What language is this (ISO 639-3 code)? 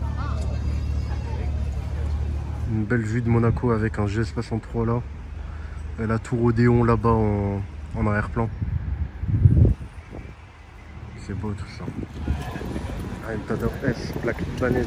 fra